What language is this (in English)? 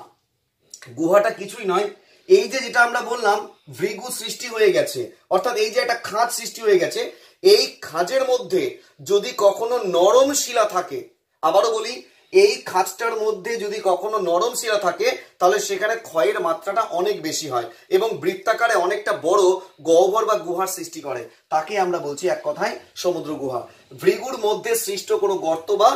Bangla